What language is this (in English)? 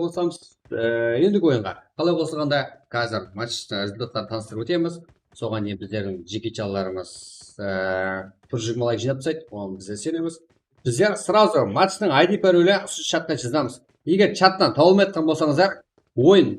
Kara-Kalpak